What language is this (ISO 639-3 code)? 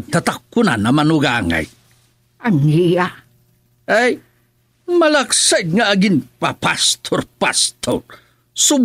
ilo